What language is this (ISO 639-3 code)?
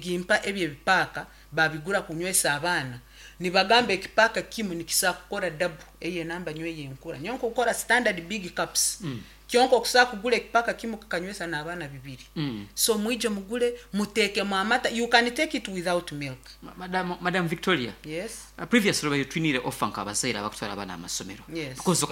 nyn